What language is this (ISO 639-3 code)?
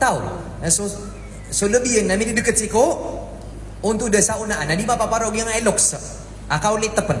mrw